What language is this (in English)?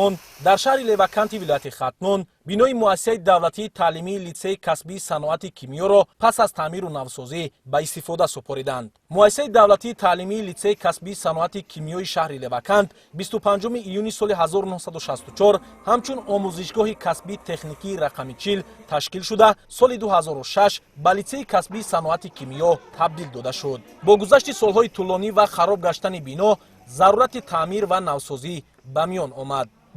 Tajik